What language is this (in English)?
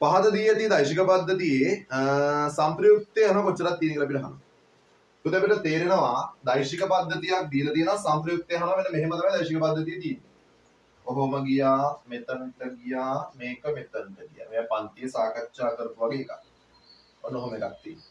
Sinhala